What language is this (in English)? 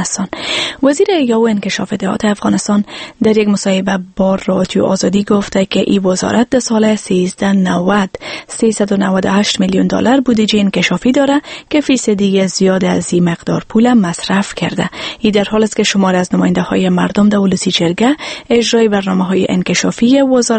Persian